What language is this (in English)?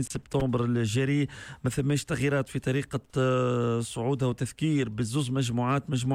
Tunisian Arabic